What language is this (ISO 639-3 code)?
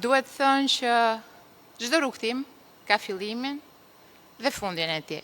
sqi